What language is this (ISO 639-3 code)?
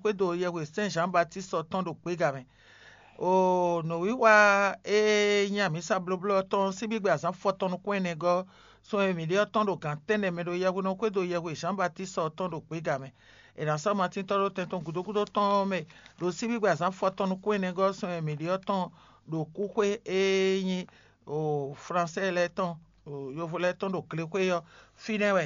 fon